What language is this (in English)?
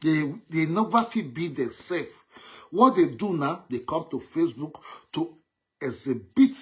Nigerian Pidgin